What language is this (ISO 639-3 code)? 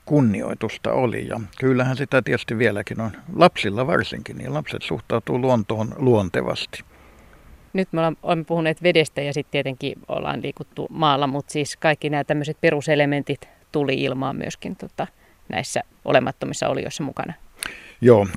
fin